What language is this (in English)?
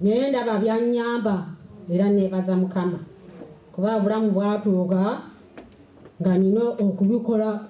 Ganda